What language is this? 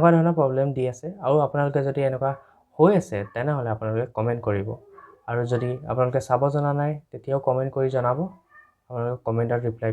Assamese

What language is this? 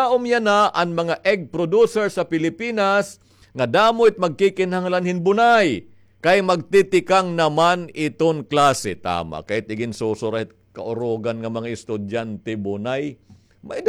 Waray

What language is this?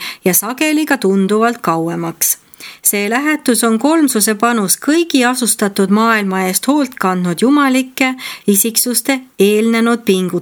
Estonian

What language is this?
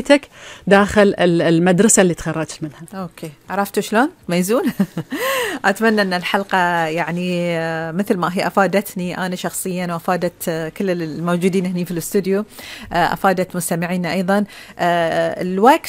Gulf Arabic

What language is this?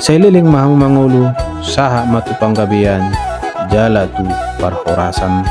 Batak Toba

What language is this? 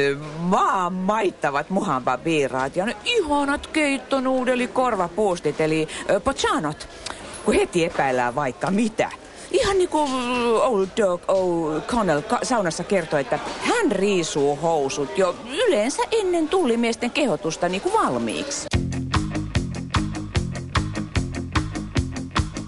Finnish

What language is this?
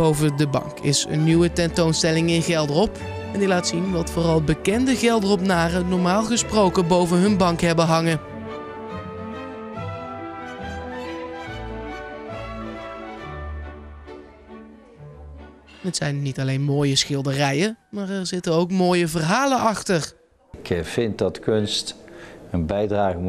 Dutch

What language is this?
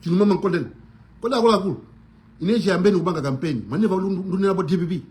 Nyanja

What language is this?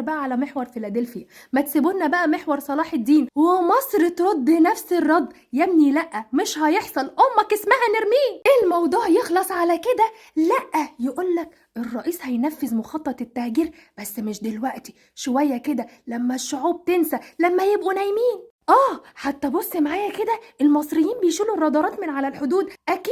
Egyptian Arabic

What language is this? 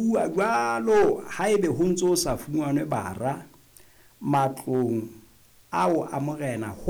Southern Sotho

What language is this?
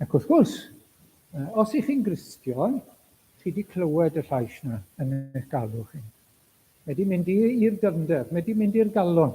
Welsh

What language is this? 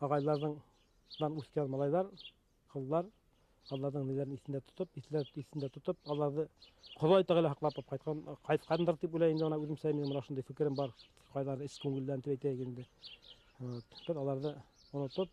Bashkir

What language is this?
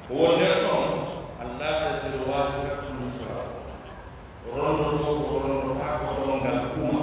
Pular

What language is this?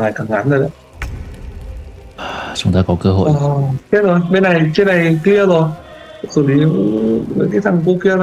Vietnamese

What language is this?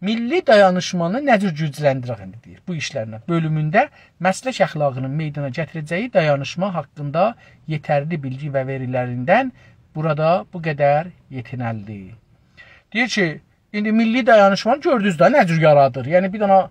South Azerbaijani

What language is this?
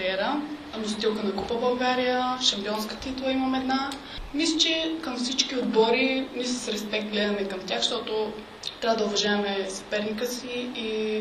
Bulgarian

